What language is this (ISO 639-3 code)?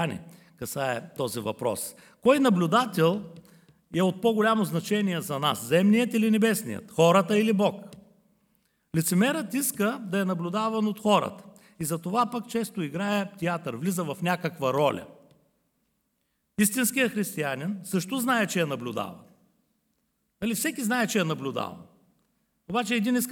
bul